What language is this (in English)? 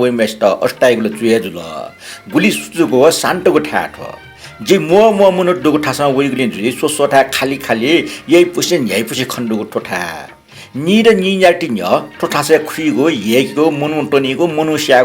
Newari